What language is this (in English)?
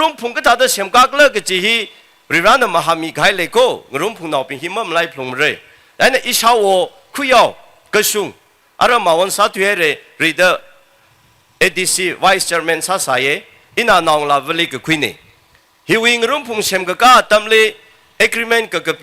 Tangkhul Naga (India)